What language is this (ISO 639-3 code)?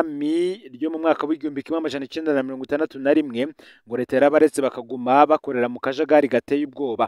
run